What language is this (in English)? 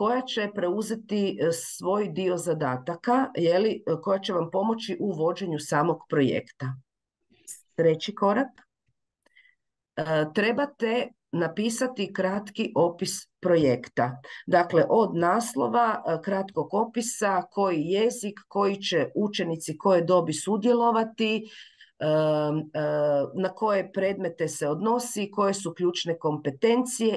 Croatian